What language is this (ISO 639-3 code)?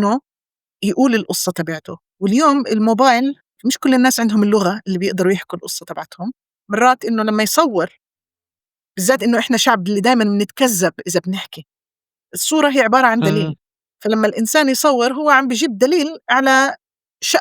apc